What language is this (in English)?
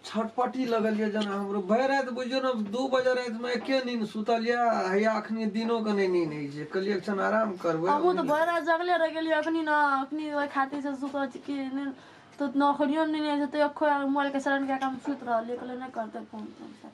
Maithili